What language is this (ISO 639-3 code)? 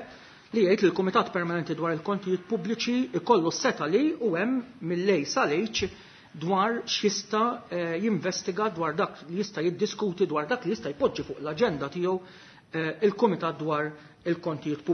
mlt